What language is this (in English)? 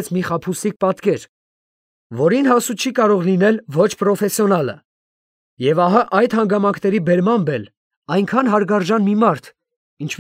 Armenian